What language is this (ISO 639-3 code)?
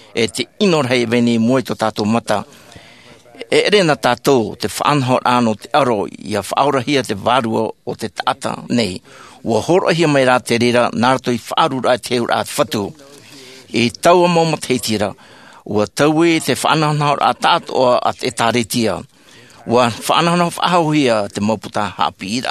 tah